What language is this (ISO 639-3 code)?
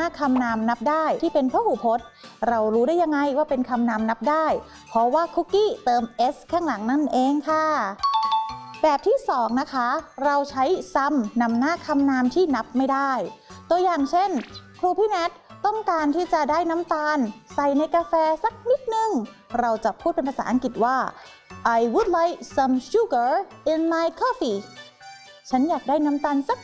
tha